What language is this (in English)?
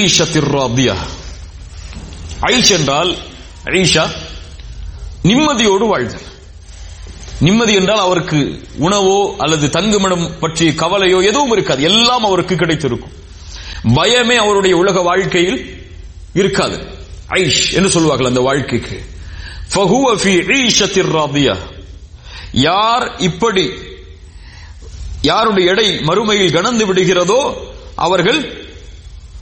Tamil